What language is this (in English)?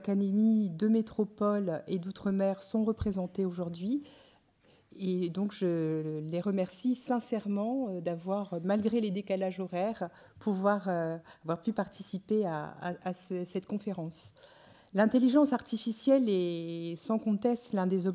French